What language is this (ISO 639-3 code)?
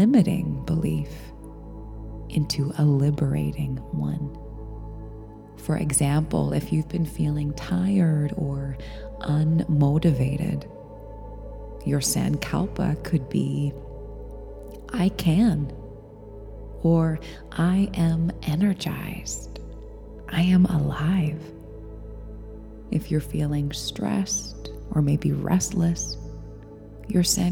eng